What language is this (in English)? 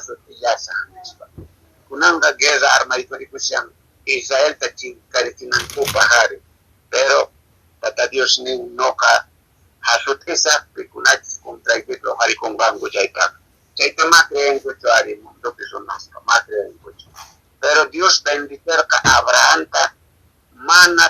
Quechua